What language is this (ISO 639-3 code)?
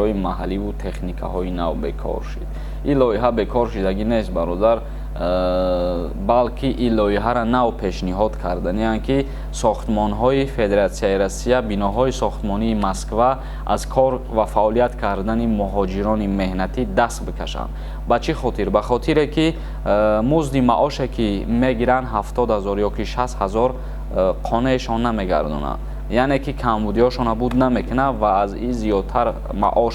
tgk